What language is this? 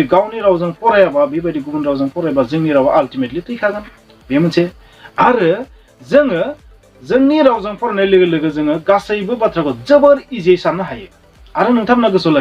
Bodo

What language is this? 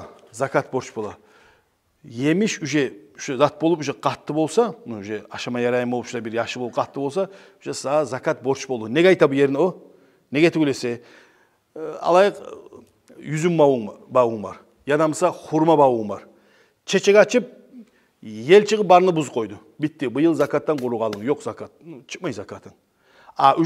Kumyk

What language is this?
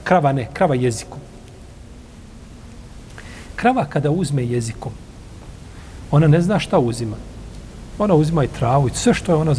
Bosnian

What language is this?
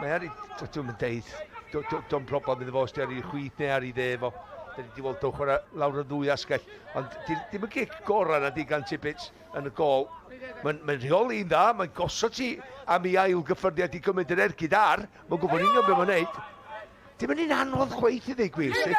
Welsh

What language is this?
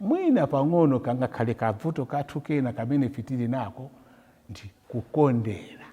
Nyanja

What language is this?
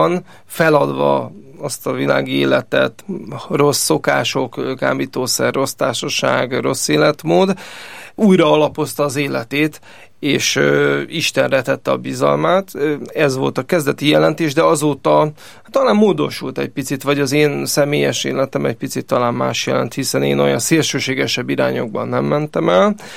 Hungarian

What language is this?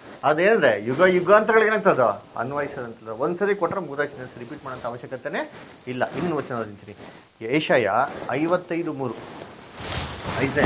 Kannada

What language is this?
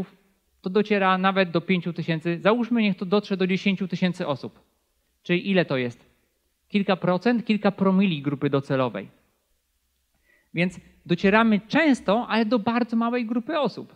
Polish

